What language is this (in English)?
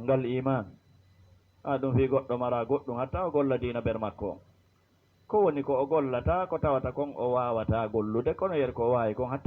Fula